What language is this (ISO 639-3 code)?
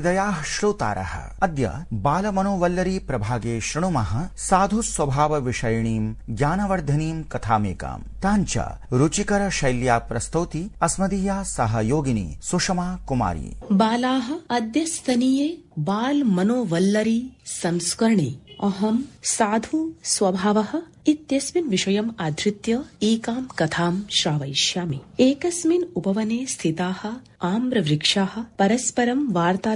san